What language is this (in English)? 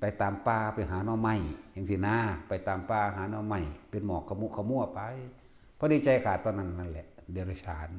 Northeastern Thai